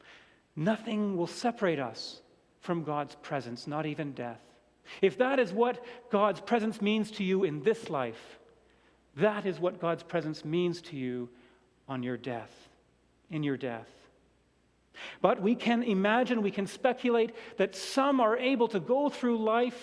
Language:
English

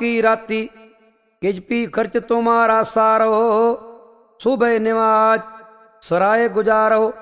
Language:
Punjabi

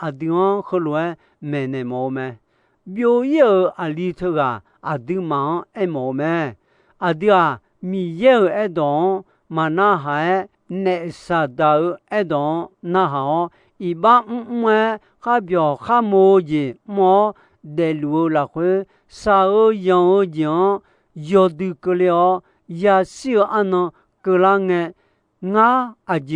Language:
Akha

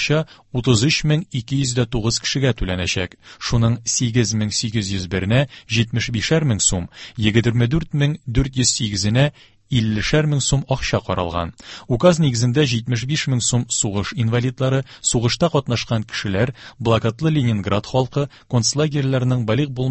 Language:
Tatar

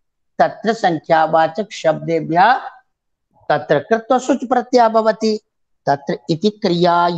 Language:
Sanskrit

